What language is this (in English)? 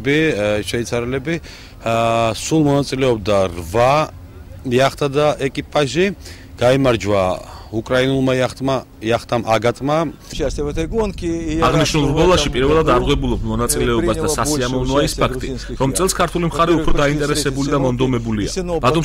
Georgian